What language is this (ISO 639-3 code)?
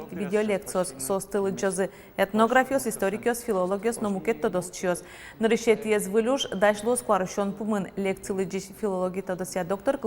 udm